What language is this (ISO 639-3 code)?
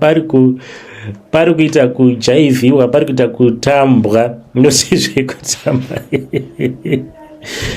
sna